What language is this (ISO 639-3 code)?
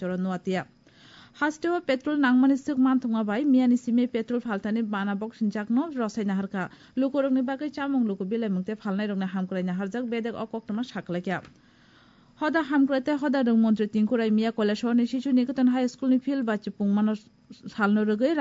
trp